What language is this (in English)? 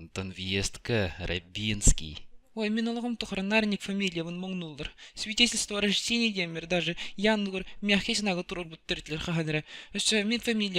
Yakut